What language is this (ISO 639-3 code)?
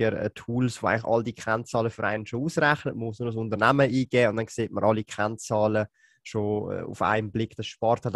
deu